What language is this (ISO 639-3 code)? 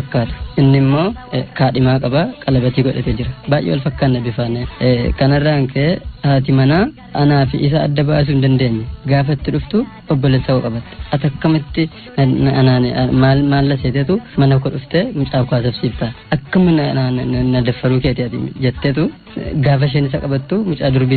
orm